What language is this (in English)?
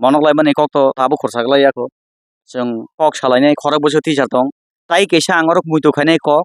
Kok Borok